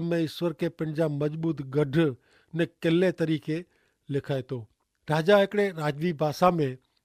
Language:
Kachhi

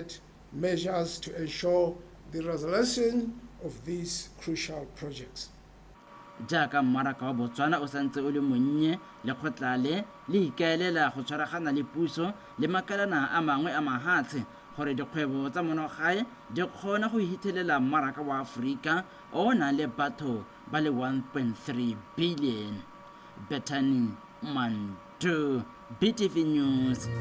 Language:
Tswana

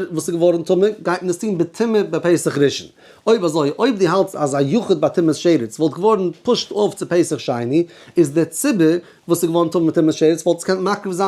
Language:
Yiddish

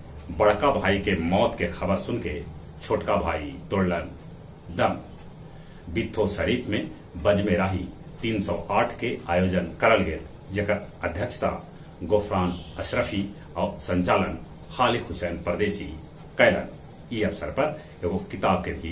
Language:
Magahi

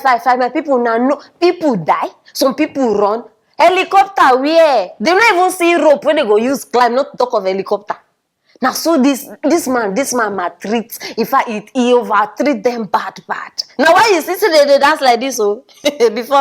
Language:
Nigerian Pidgin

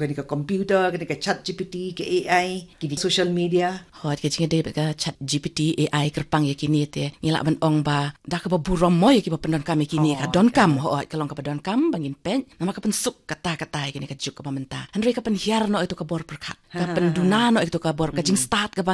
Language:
Khasi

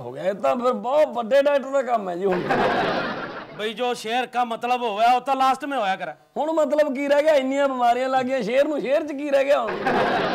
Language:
Punjabi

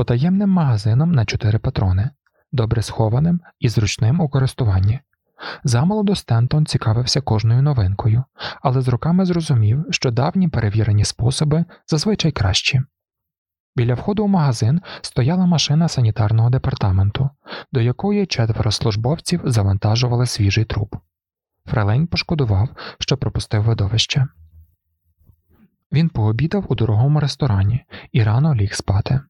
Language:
Ukrainian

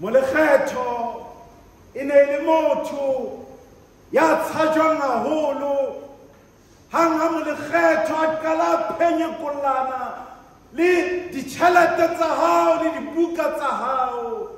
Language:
Southern Sotho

